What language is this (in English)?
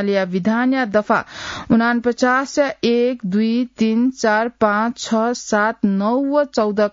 Newari